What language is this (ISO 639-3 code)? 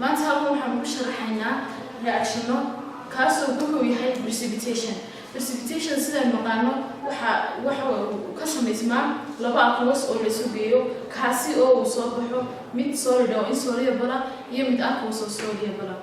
som